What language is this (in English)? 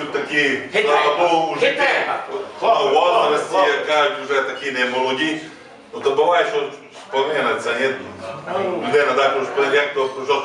Rusyn